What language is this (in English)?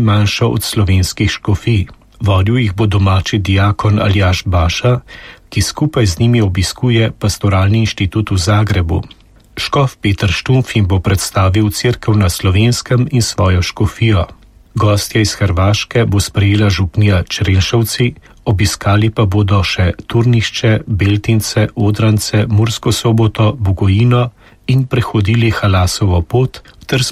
Slovenian